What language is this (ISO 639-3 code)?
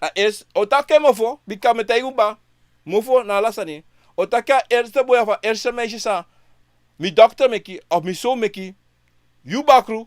srn